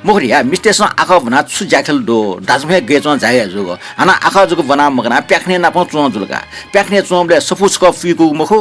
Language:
Newari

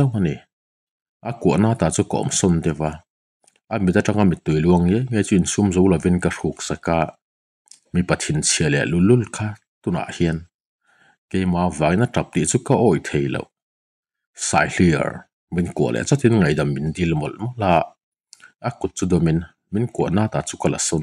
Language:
Mizo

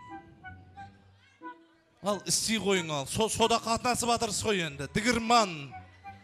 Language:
Kazakh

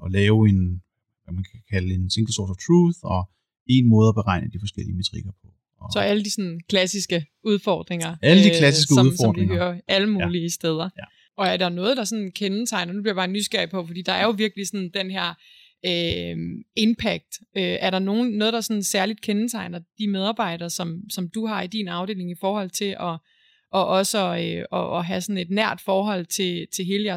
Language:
Danish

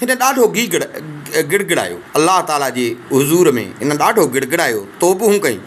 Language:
Sindhi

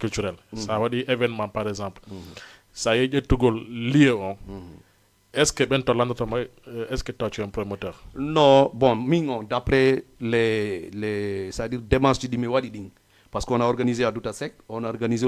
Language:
Fula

